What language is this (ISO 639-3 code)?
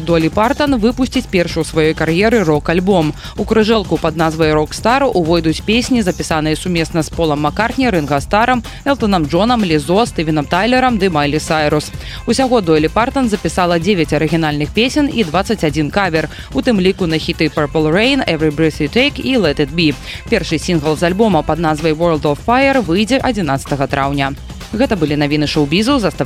bel